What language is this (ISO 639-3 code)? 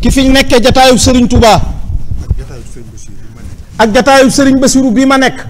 wol